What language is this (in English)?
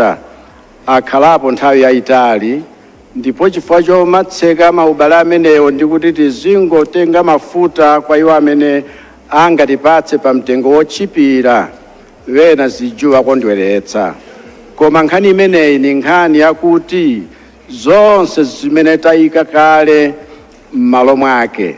Nyanja